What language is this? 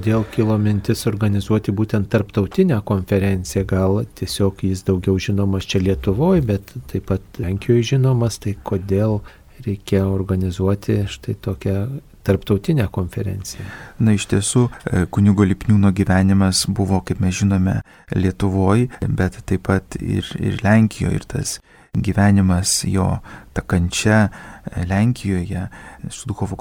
Lithuanian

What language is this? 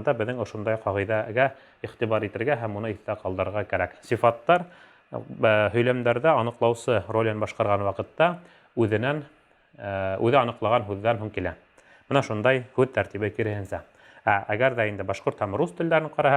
Bashkir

